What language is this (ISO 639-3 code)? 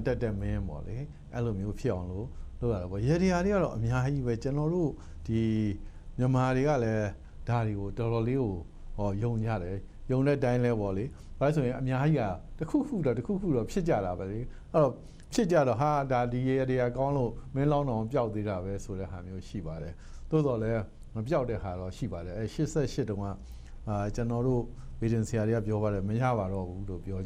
mya